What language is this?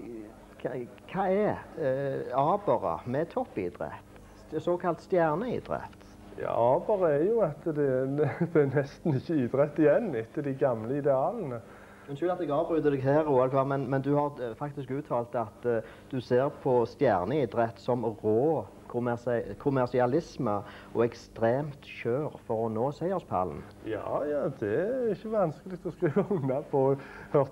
Norwegian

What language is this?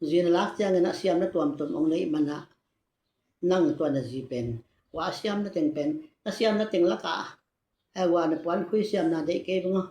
Tedim Chin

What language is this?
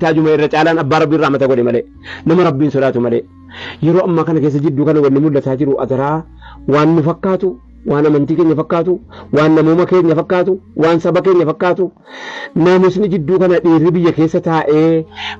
Oromo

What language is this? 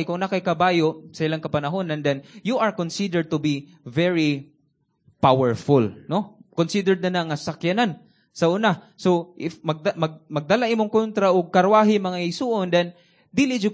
Cebuano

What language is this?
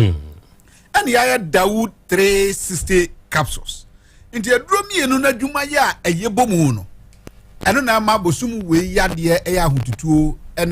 Akan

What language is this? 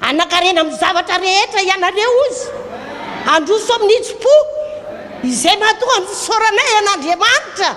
Malagasy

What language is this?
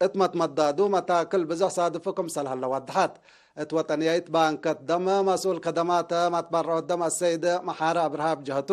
Tigre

